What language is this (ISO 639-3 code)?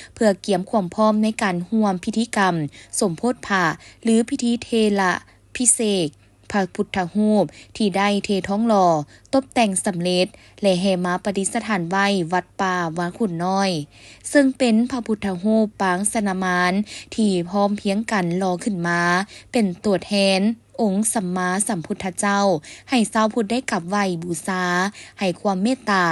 lao